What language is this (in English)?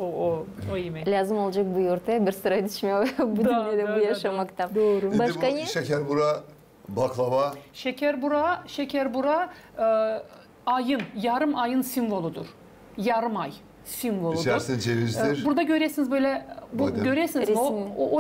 Gagauz